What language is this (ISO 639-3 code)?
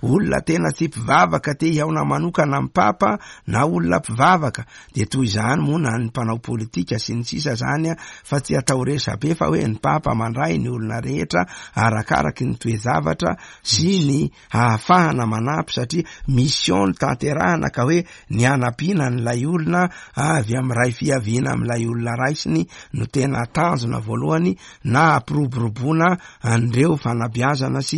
mlg